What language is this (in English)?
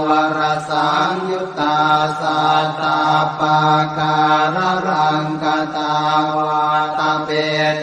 Pali